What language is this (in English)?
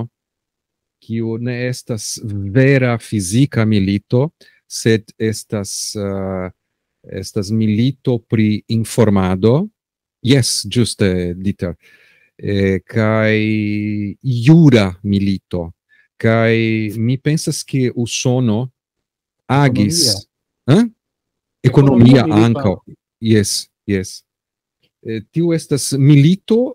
Esperanto